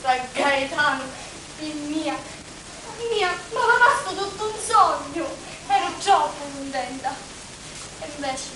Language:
Sicilian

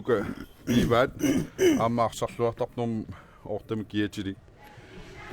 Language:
Kalaallisut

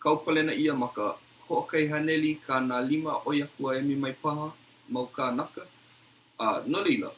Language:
Hawaiian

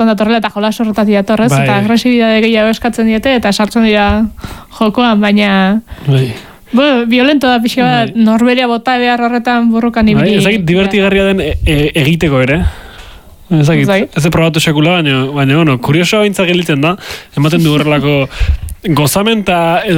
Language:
Basque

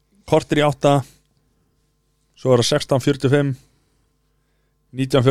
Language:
Icelandic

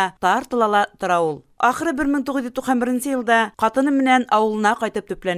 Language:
Bashkir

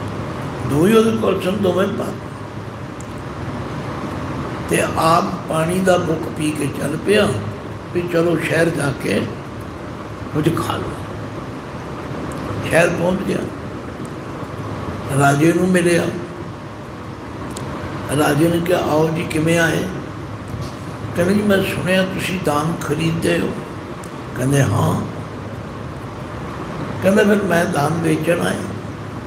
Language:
Punjabi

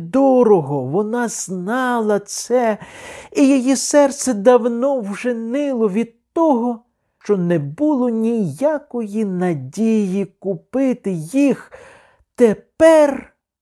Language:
Ukrainian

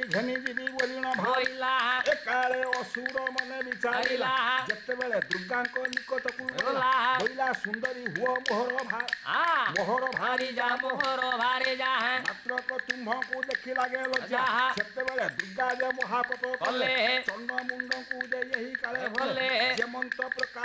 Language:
Odia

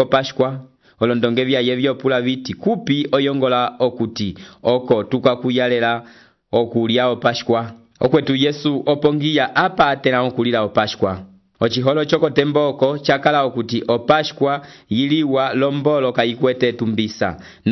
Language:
Umbundu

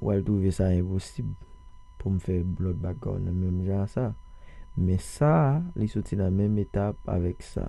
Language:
Haitian Creole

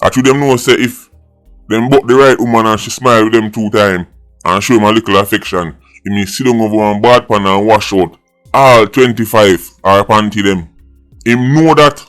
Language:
Jamaican Creole English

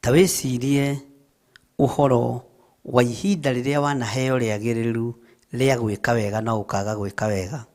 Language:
Kikuyu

